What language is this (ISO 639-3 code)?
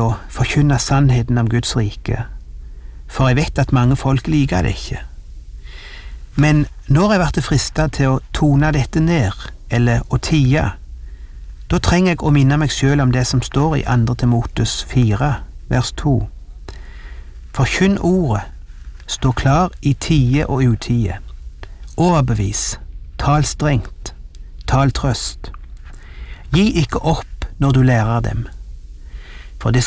nor